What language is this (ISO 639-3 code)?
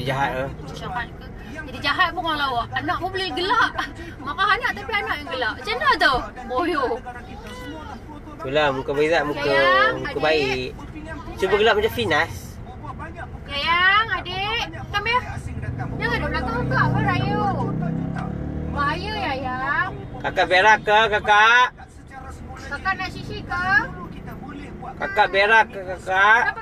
msa